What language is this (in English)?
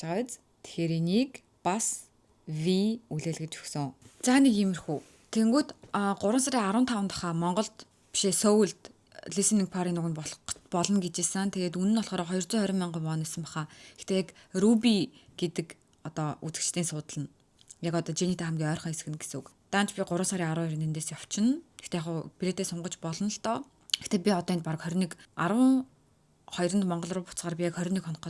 Mongolian